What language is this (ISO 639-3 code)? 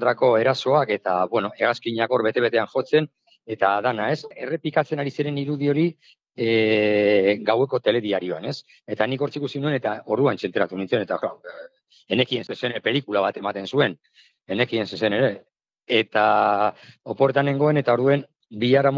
eus